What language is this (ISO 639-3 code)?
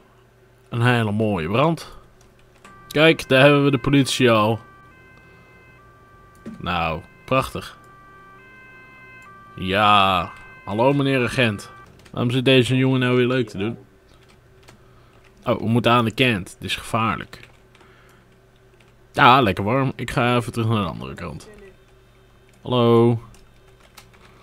nld